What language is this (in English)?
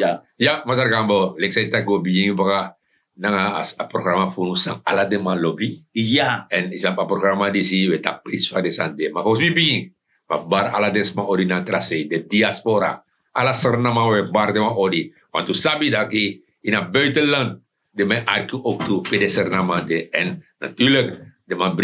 Sranan Tongo